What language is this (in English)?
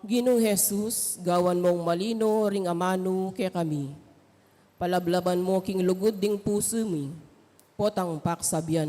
Pampanga